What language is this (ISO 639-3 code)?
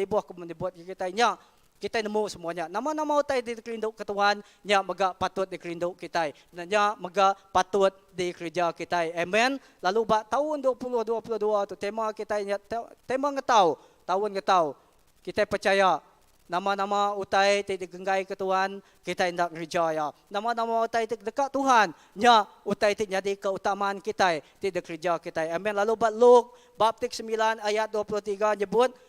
iba